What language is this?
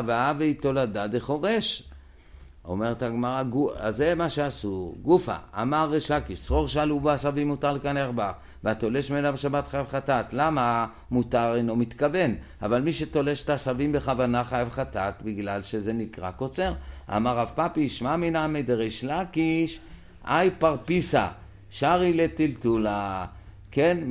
Hebrew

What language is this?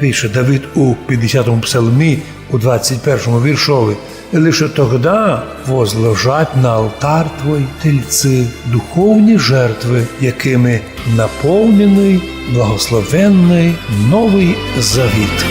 Rusyn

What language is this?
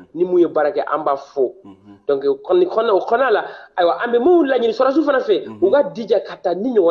Bambara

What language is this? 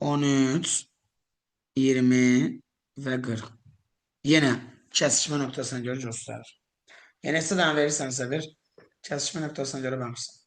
Azerbaijani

